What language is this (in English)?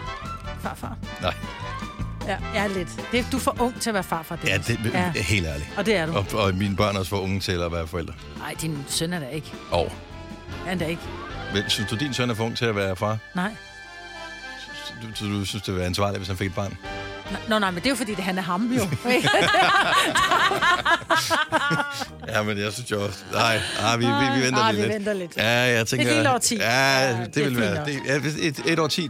Danish